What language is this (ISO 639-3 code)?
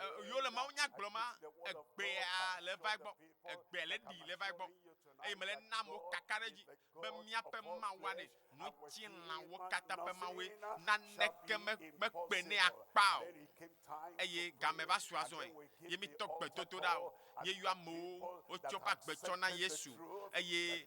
ewe